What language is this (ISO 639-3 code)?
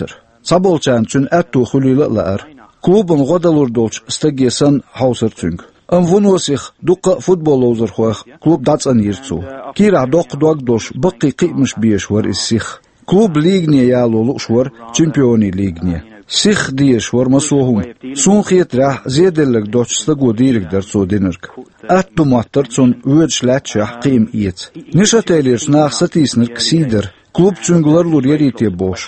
che